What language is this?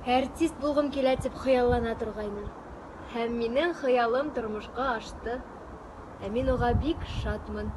Bashkir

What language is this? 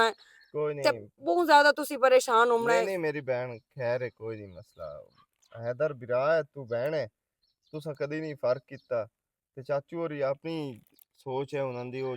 Western Panjabi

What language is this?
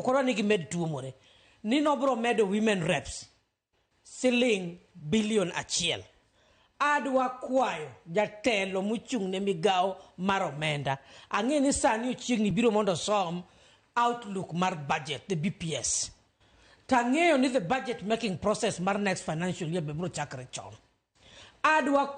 Luo (Kenya and Tanzania)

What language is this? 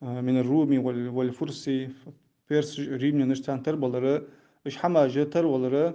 Ingush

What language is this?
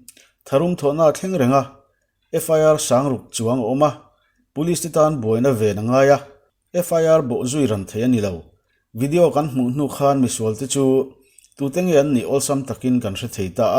Mizo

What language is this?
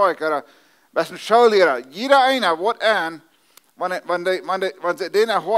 Plautdietsch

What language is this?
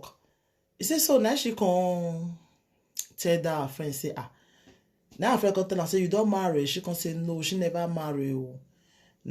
Nigerian Pidgin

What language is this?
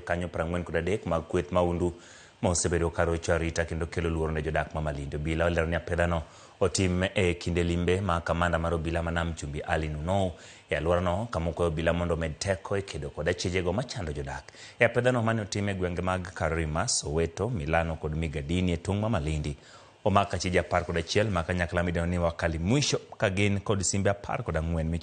Luo (Kenya and Tanzania)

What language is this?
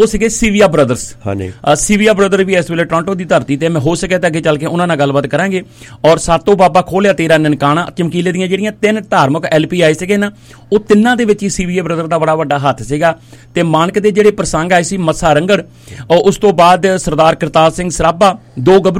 Punjabi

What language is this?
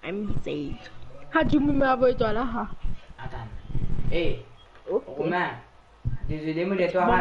Morisyen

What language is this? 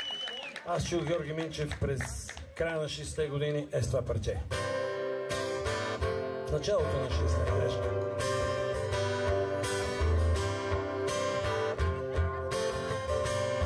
Bulgarian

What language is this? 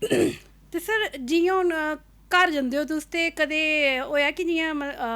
Dogri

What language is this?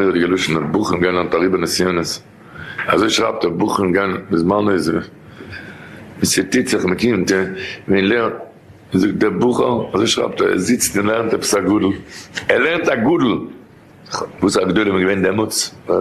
Yiddish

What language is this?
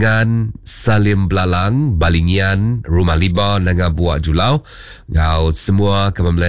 Iban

